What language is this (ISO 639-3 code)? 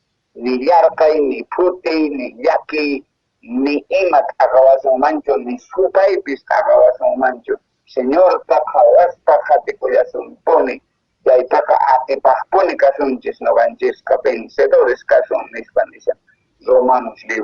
que